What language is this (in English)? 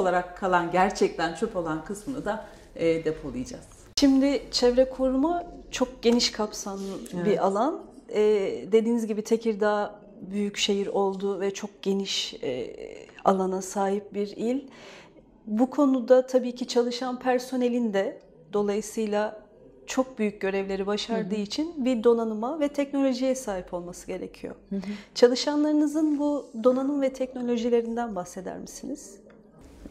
Turkish